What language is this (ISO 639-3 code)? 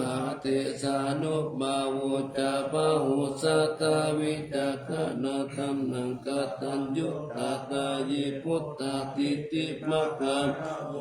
pli